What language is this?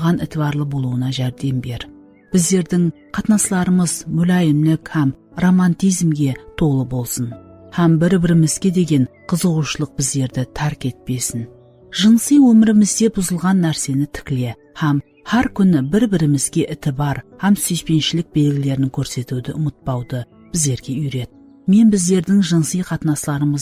Kara-Kalpak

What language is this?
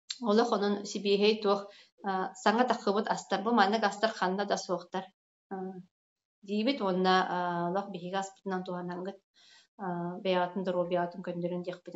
Yakut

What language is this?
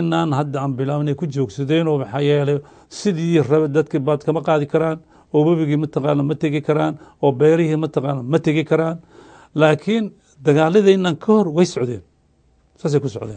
Somali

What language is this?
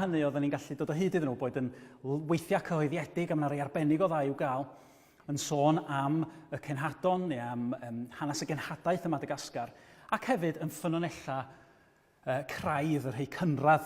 Welsh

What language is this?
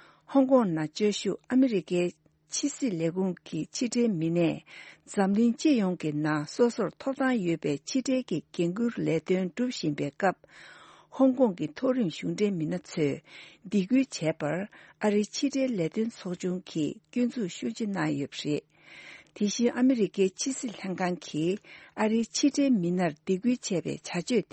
Tibetan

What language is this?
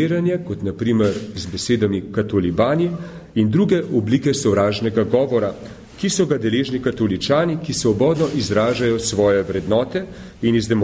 Slovenian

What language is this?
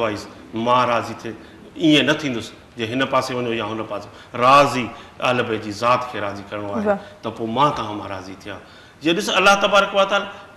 Sindhi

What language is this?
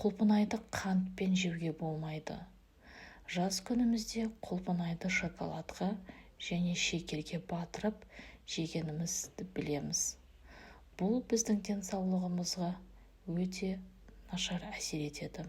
Kazakh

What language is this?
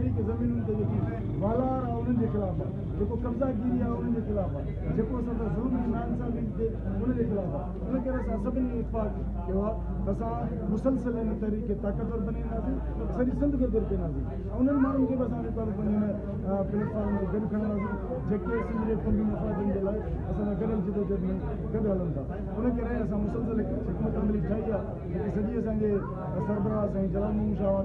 Sindhi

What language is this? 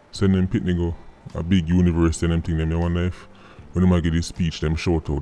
Jamaican Creole English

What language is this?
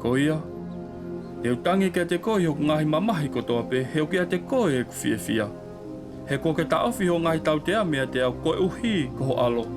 Tongan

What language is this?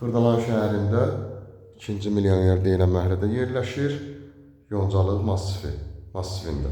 Azerbaijani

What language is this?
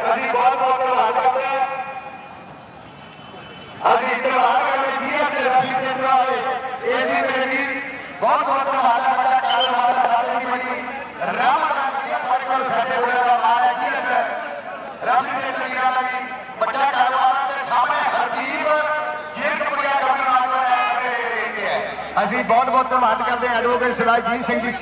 Punjabi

